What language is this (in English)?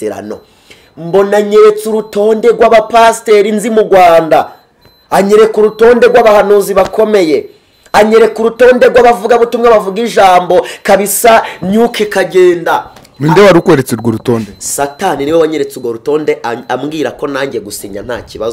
Kinyarwanda